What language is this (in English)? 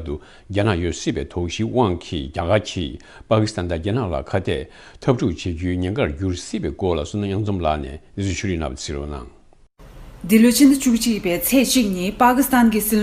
Tibetan